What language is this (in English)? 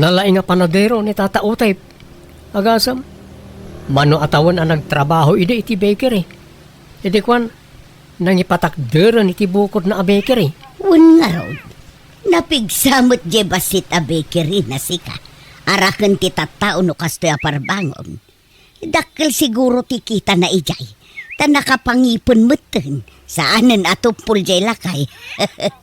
Iloko